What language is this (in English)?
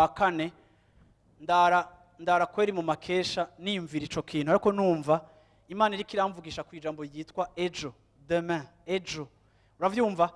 Rundi